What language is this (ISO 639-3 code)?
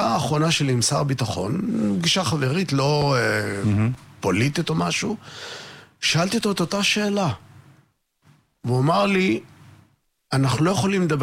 heb